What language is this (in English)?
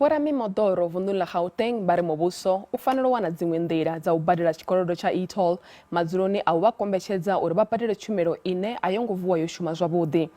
Venda